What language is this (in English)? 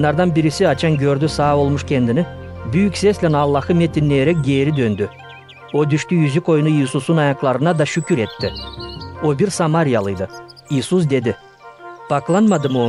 Gagauz